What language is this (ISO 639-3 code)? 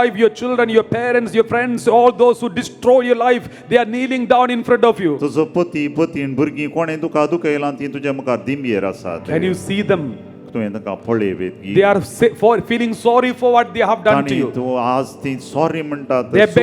kok